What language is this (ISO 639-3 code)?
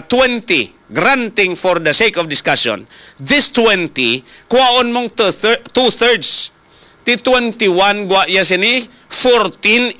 hil